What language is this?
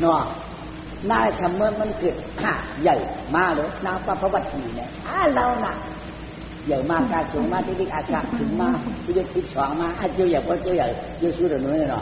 Shan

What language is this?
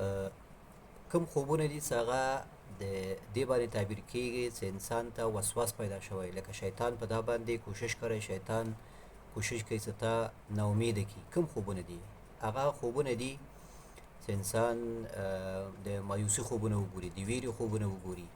Pashto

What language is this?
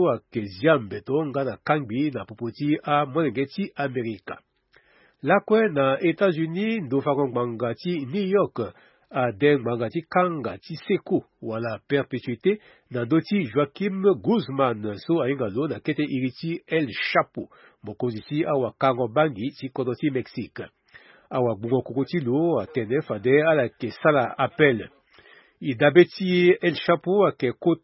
Sango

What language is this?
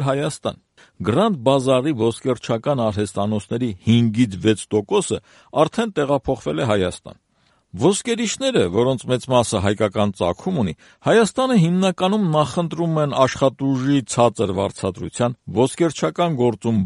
Armenian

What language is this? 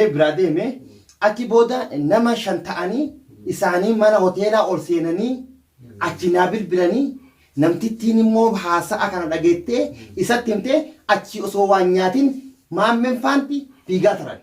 Oromo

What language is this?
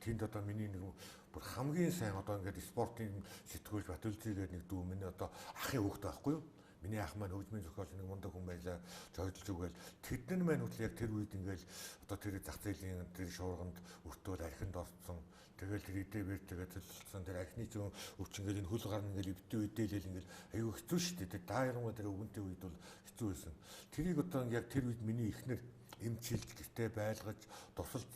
Mongolian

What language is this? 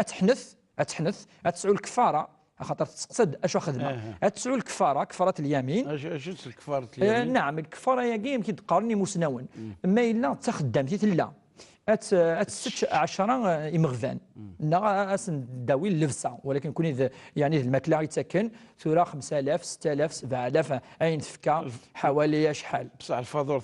Kabyle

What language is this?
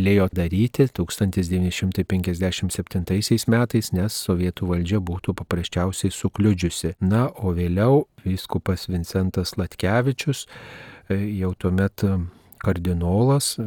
Lithuanian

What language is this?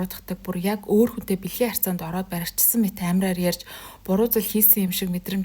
Mongolian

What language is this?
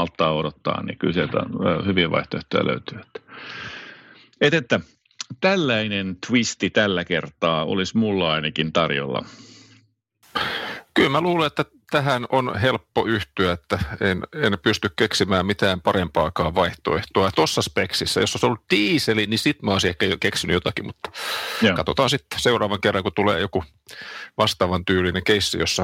Finnish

